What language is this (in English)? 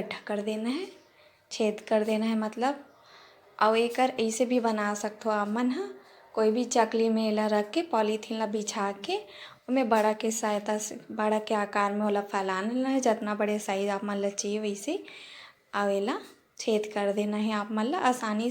Chhattisgarhi